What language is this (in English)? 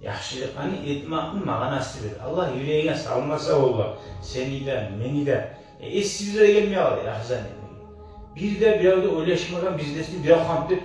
Kumyk